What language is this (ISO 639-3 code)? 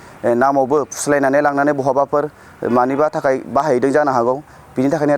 brx